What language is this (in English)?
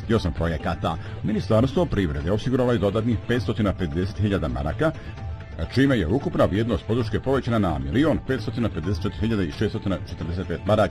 Bosnian